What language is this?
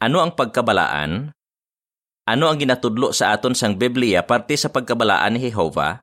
Hiligaynon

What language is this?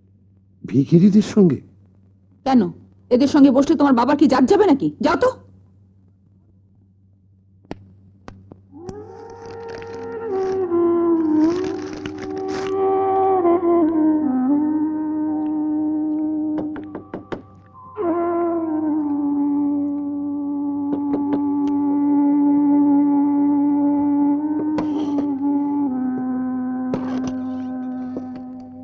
Bangla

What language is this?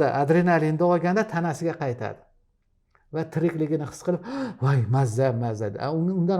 Uzbek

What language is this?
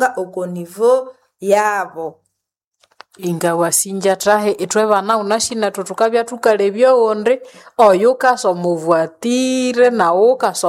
Nande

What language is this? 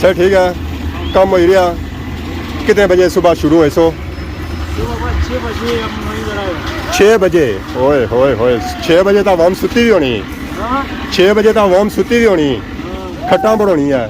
Pahari-Potwari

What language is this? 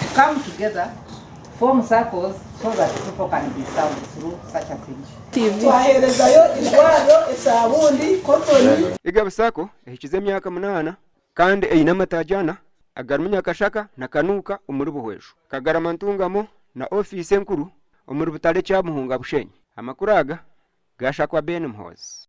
Nyankole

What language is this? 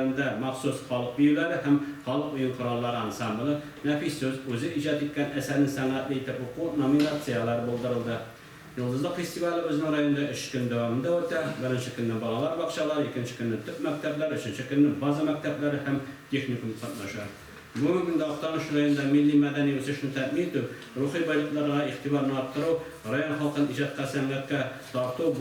Tatar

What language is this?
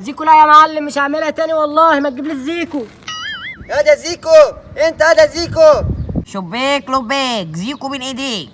Egyptian Arabic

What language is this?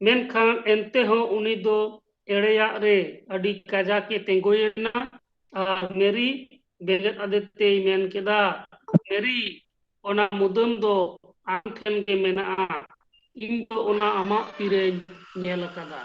Santali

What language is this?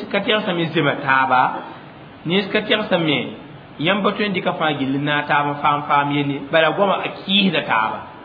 Mossi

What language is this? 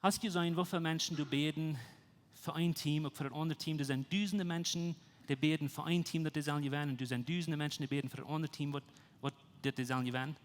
Plautdietsch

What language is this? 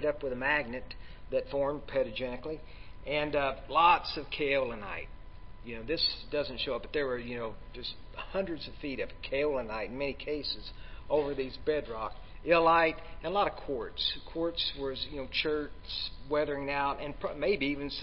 English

